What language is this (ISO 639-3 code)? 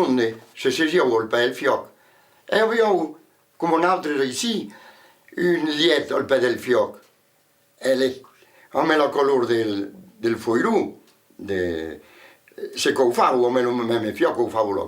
oci